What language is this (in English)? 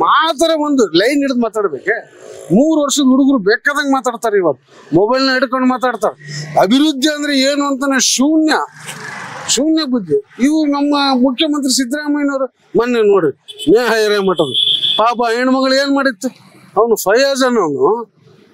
Kannada